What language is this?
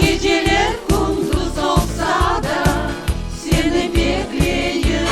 Crimean Tatar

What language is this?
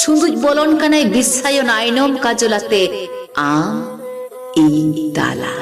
Santali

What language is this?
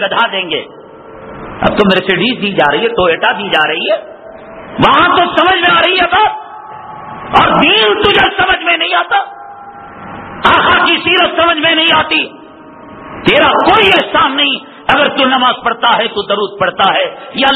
Urdu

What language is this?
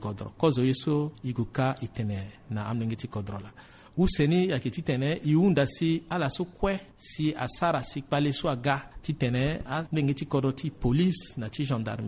Sango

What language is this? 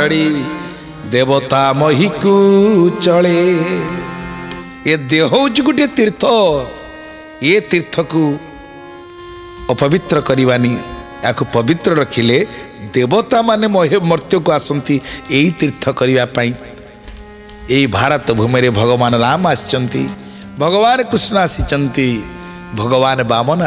Odia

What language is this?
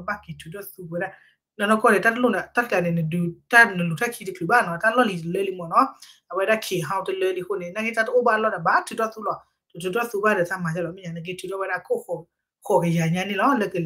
S'gaw Karen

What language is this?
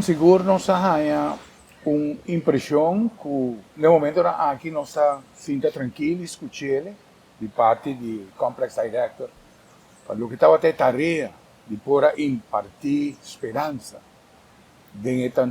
Papiamento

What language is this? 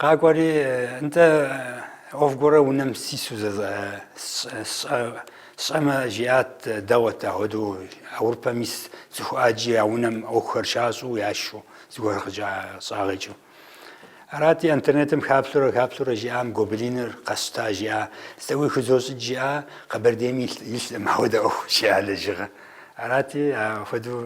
Kabardian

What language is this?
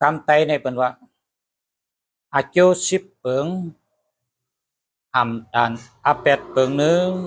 Shan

